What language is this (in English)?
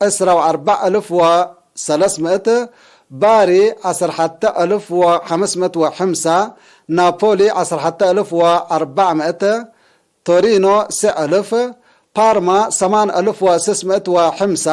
Tigre